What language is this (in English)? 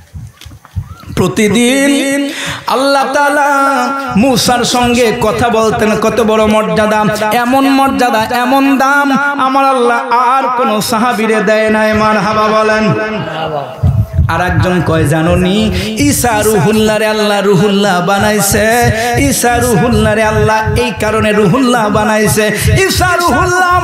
Bangla